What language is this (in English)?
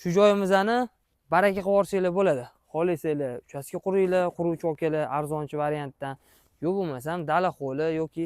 Uzbek